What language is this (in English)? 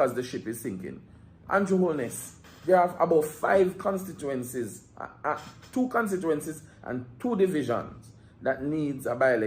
Jamaican Creole English